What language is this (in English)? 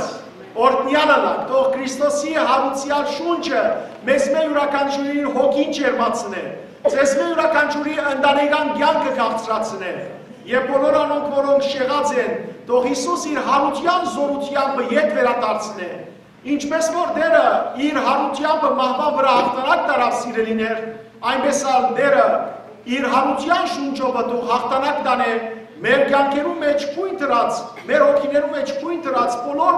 Western Armenian